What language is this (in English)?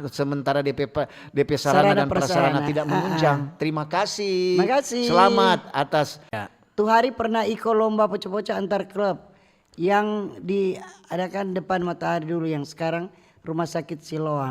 Manado Malay